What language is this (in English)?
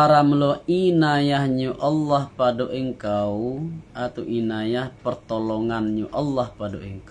Minangkabau